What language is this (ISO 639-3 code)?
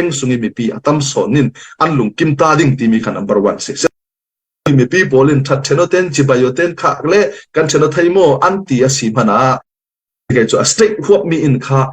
cfm